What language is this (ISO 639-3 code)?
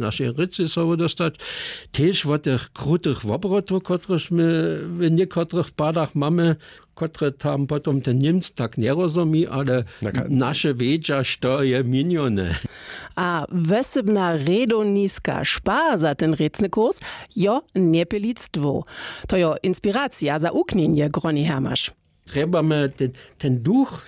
hsb